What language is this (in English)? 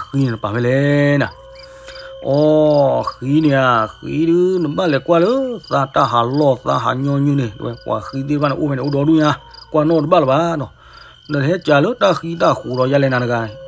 S'gaw Karen